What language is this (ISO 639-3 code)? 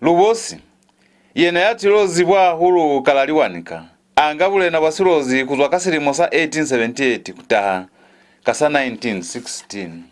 loz